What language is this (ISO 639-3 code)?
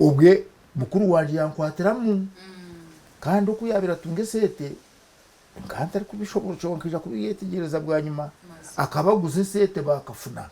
nyn